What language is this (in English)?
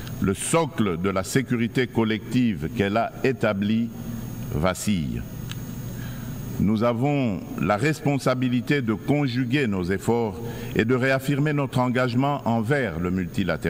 French